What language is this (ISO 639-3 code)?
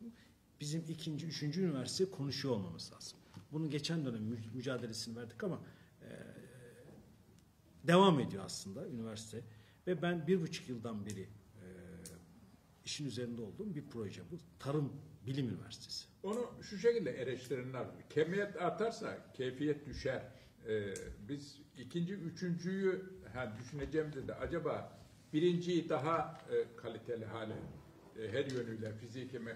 tur